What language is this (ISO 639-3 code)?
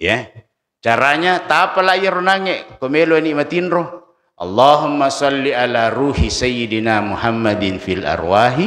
bug